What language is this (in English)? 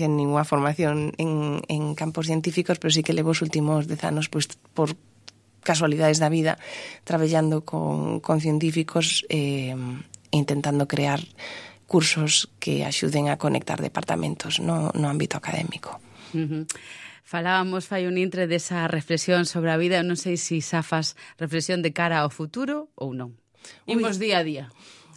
Galician